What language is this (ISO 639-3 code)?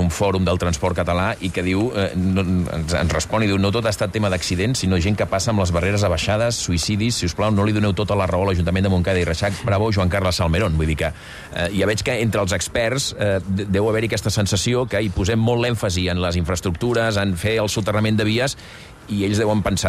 cat